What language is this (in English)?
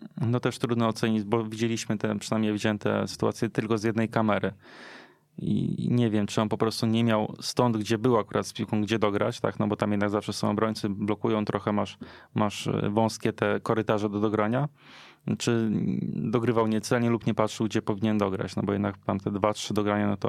Polish